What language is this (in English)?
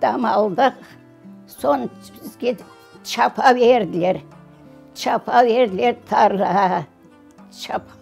Crimean Tatar